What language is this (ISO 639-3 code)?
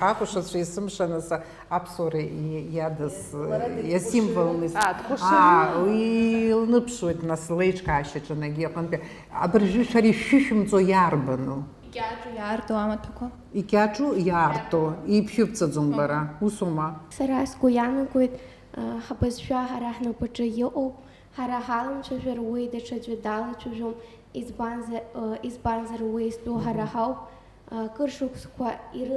abk